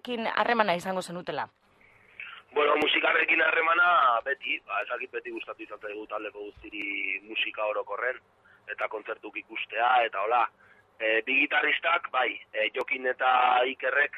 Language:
Basque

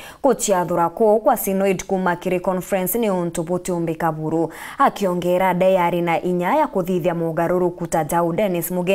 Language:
Meru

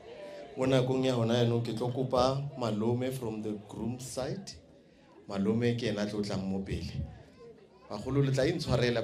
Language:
Northern Sotho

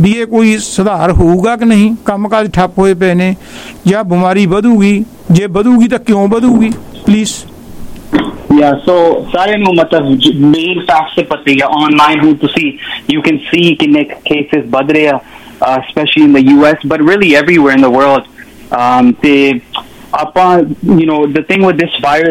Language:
Punjabi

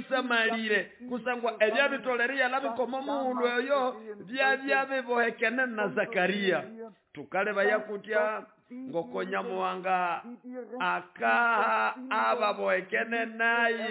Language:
Nande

